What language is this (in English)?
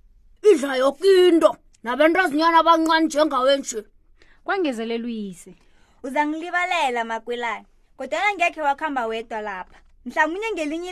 South Ndebele